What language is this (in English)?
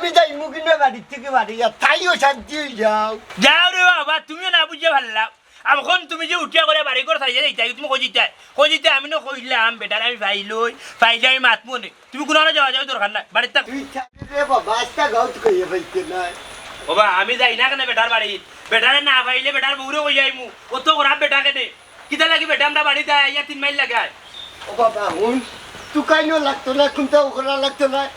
Sylheti